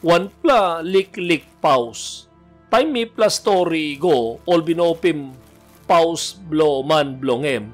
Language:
Tok Pisin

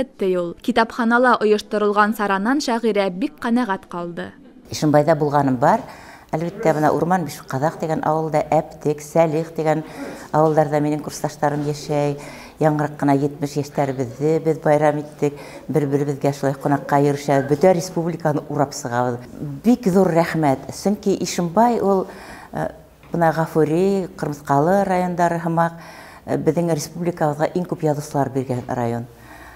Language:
Bashkir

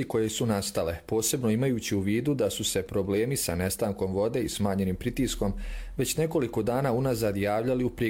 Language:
Croatian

